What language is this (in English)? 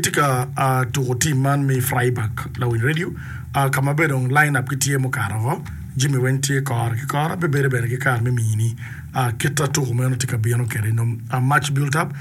Acoli